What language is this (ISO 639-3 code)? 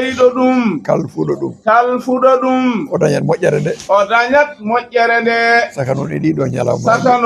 ful